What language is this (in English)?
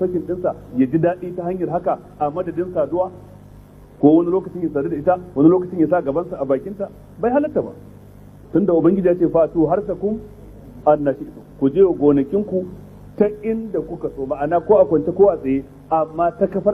Hausa